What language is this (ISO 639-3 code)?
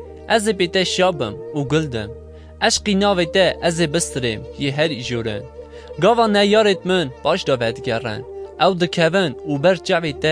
kur